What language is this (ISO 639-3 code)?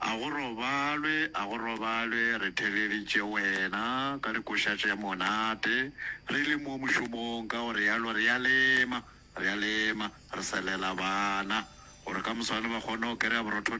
nso